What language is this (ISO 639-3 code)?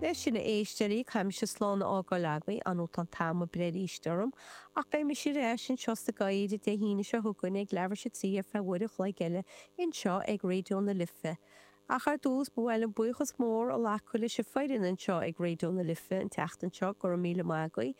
gle